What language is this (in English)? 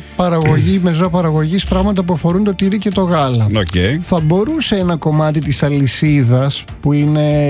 Greek